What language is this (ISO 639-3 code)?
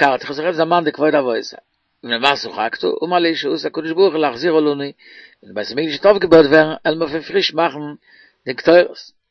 yid